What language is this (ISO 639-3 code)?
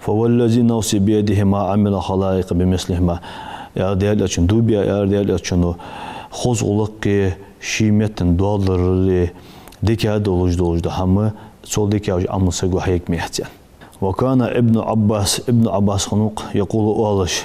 inh